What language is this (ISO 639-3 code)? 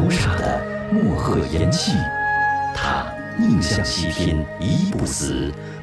zho